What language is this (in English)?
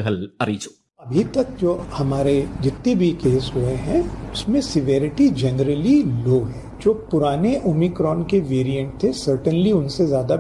Malayalam